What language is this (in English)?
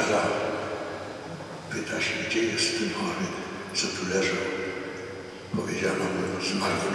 Polish